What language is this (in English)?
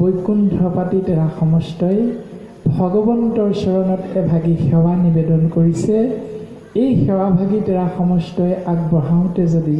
Assamese